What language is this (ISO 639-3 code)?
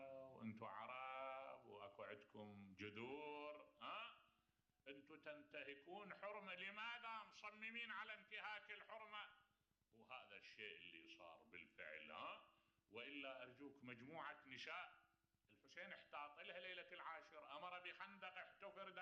acm